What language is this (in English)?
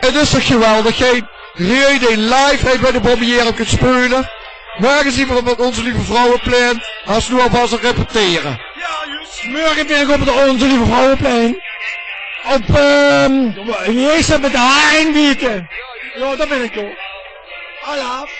Limburgish